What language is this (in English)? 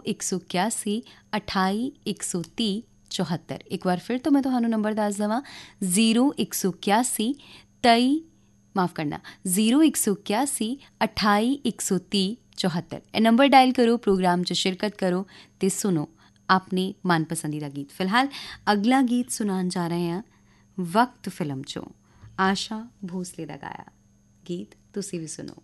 Punjabi